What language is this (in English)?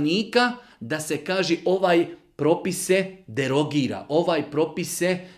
Bosnian